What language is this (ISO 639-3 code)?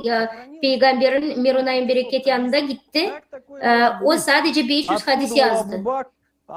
gag